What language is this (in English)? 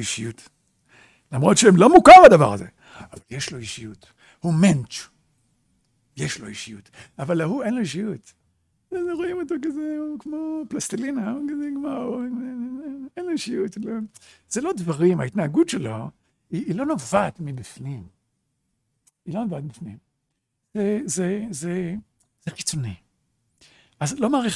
Hebrew